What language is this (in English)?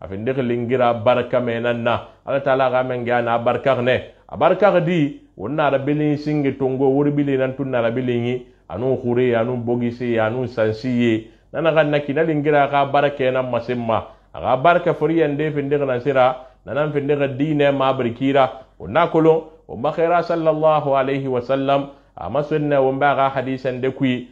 Susu